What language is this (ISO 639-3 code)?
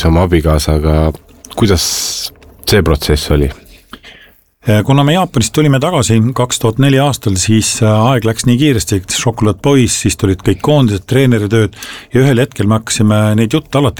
est